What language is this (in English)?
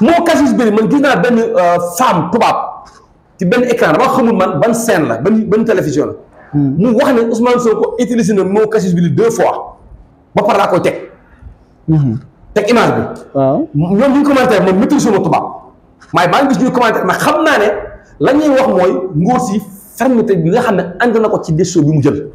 Wolof